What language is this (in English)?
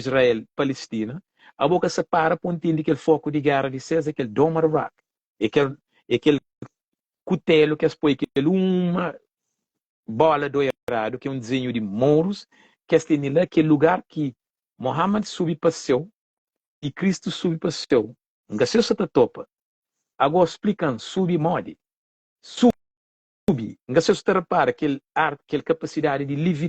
Kabuverdianu